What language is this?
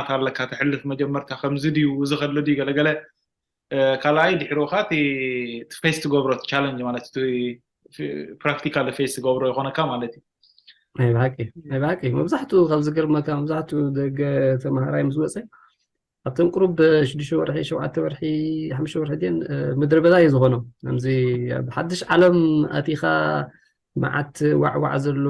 Tigrinya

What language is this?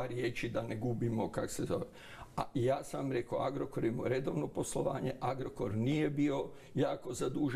Croatian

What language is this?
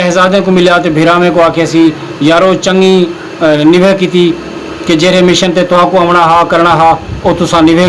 Saraiki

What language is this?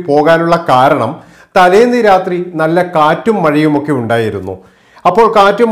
Malayalam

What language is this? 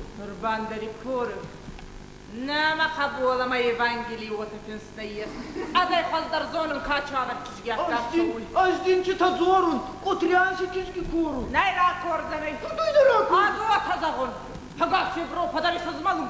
Ossetic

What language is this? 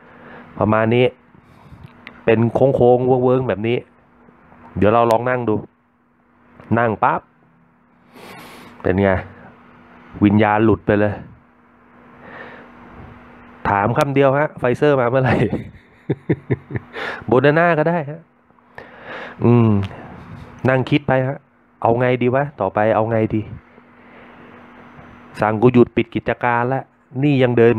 Thai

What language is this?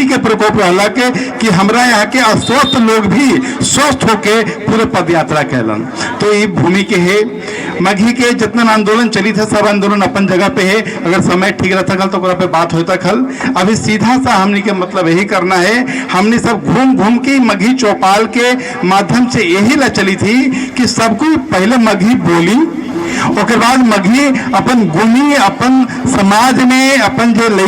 Magahi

